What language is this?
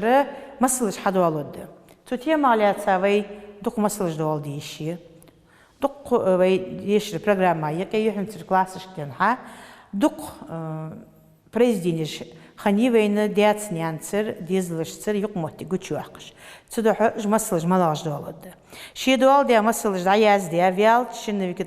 Ingush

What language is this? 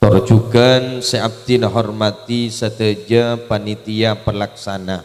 Madurese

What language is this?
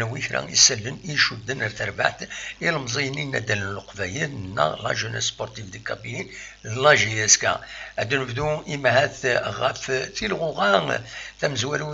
Kabyle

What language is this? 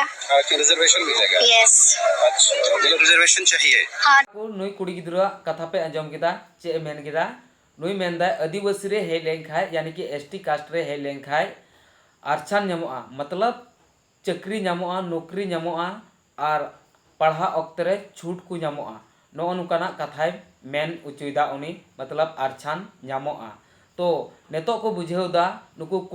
Santali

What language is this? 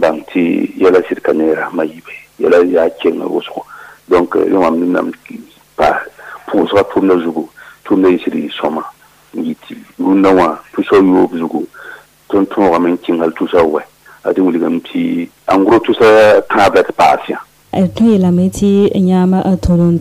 Mossi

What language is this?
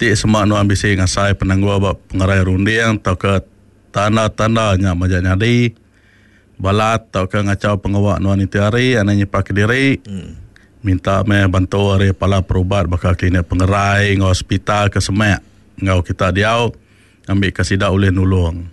Iban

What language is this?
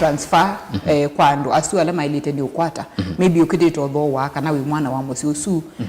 Kamba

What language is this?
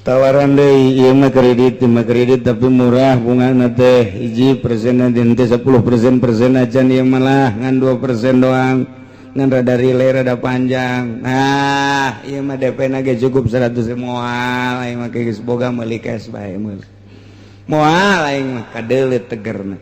Sundanese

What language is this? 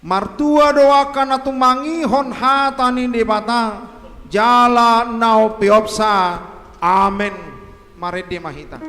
Batak Toba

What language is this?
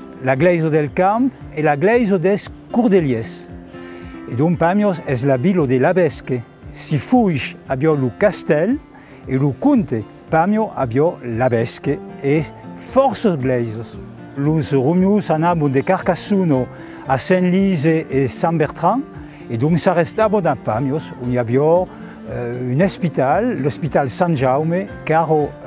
Occitan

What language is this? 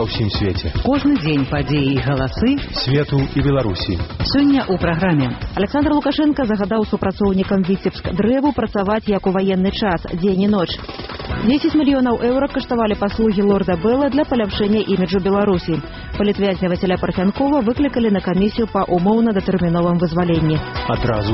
Belarusian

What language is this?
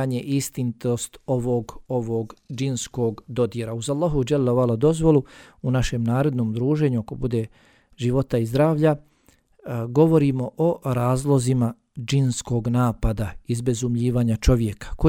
Bosnian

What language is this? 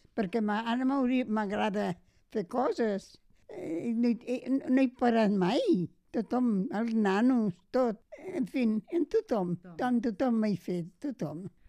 Catalan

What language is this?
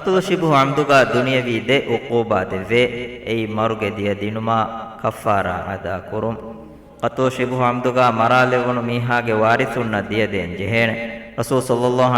Divehi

